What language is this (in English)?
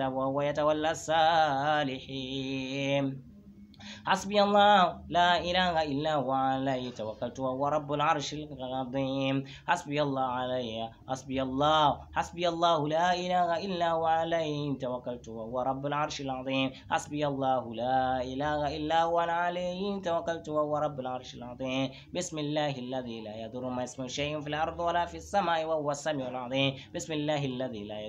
Arabic